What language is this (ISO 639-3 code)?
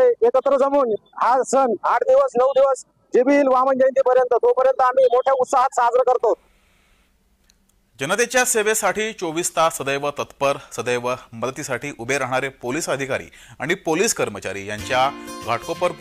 mar